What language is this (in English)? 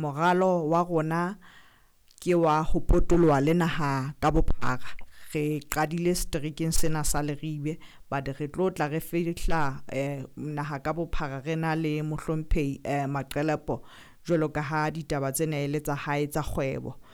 Southern Sotho